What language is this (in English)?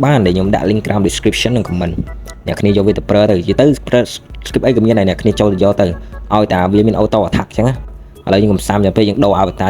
Khmer